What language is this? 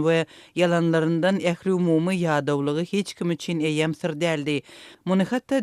Turkmen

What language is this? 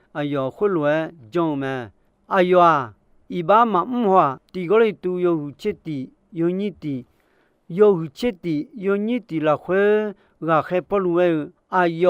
Akha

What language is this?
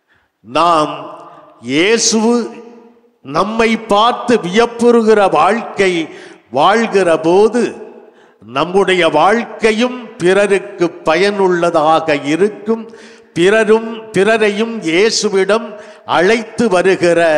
Tamil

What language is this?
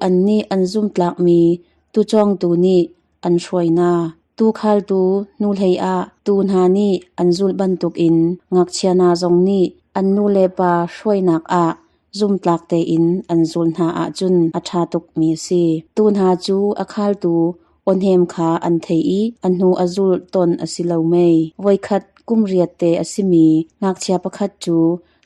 Hakha Chin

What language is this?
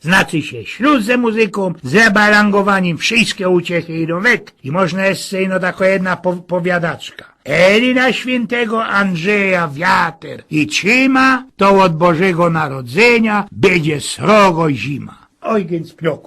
Silesian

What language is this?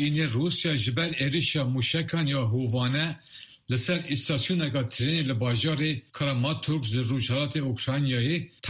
Kurdish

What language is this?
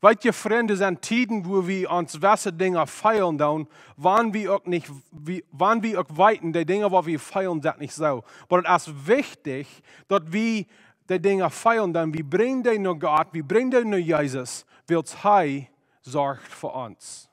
Plautdietsch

